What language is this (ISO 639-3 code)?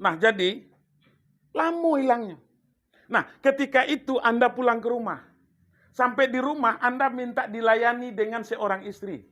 min